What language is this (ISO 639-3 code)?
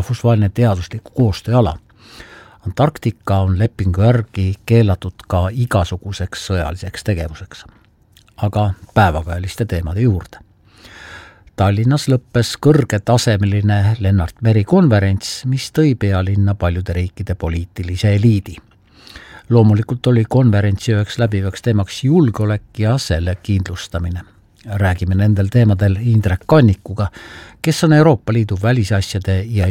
est